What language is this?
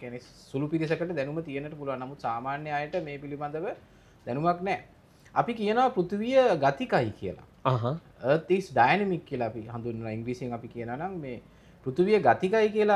Sinhala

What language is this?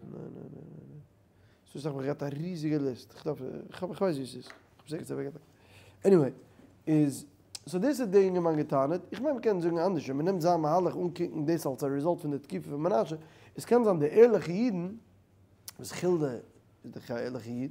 Yiddish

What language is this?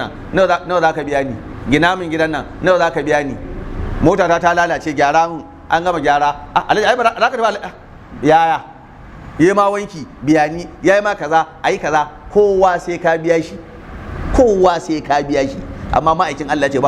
Hausa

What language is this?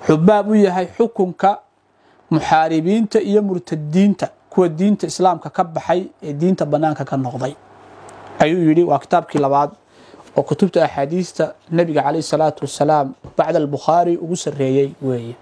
Somali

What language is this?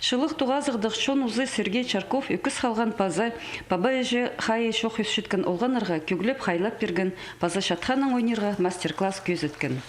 Khakas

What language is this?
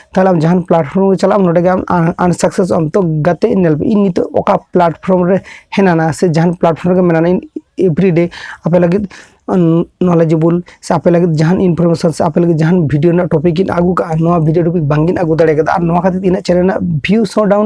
Santali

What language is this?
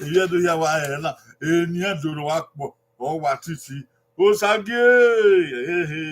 Bini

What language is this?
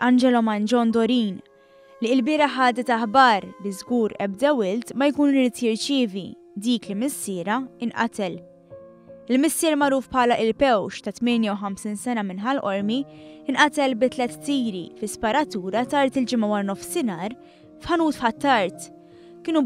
Maltese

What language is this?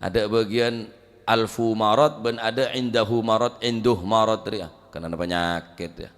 Madurese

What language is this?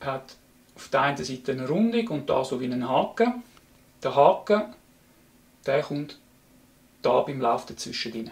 Swiss German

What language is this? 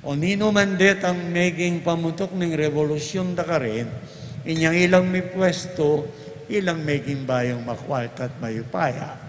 Pampanga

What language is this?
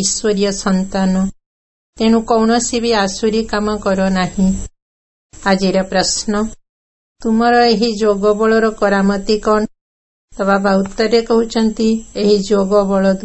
Odia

